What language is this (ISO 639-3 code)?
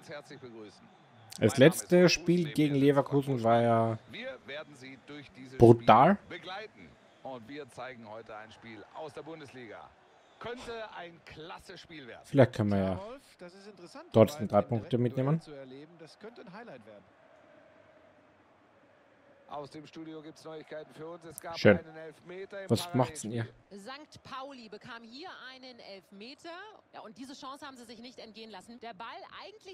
deu